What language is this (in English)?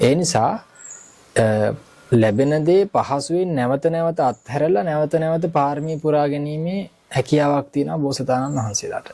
Sinhala